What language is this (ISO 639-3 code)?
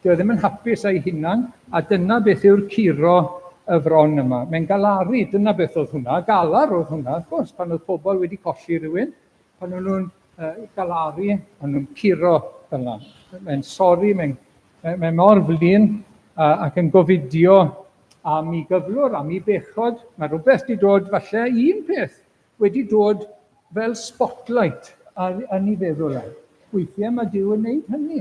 cym